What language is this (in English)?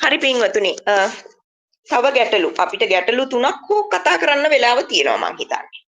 Sinhala